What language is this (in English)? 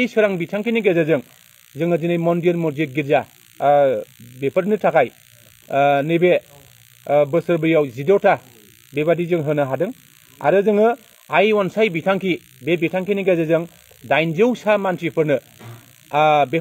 Bodo